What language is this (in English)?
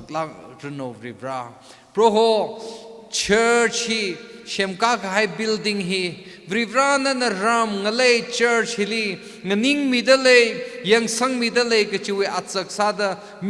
Tangkhul Naga (India)